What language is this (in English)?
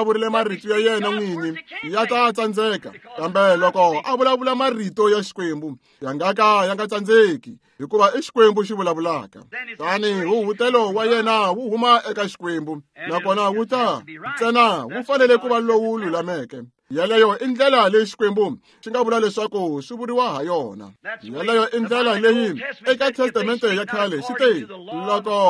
Tsonga